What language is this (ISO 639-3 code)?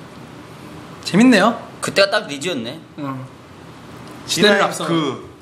kor